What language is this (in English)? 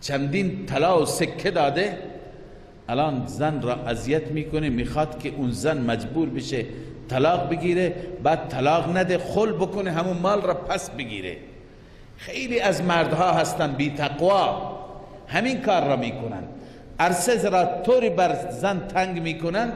Persian